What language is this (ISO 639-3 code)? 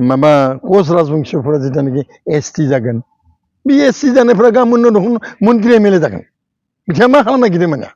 brx